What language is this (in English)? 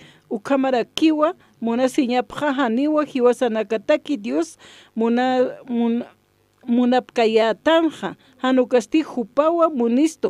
Aymara